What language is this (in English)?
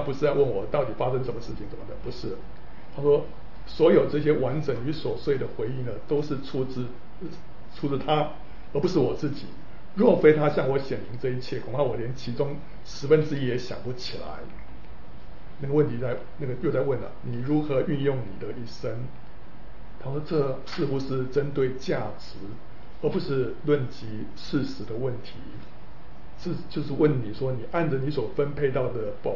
Chinese